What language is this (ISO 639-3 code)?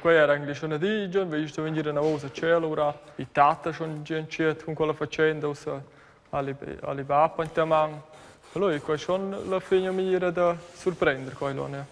roh